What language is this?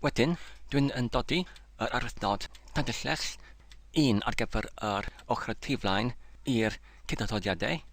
Welsh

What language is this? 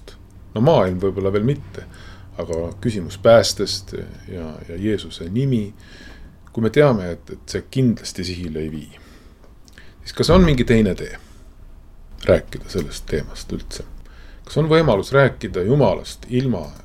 Estonian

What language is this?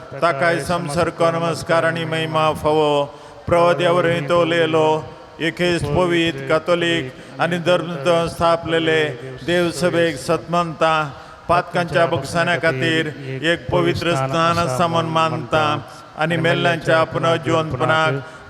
Konkani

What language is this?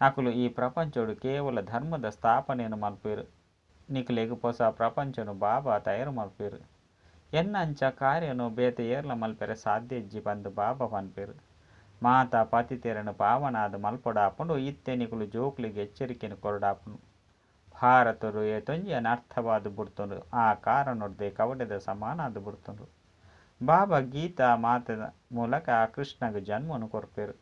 Tulu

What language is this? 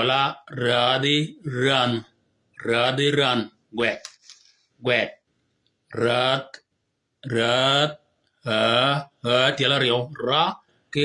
Shilluk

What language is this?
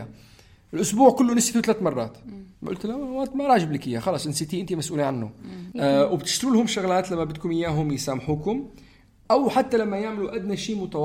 North Levantine Arabic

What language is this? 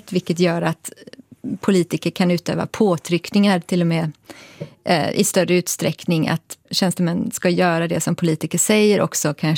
Swedish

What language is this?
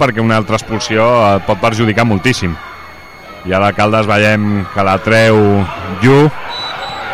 Catalan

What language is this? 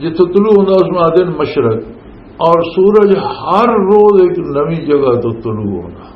Western Panjabi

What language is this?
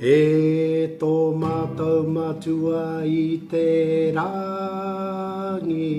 Māori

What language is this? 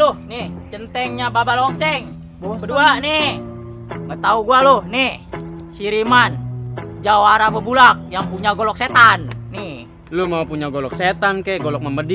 Betawi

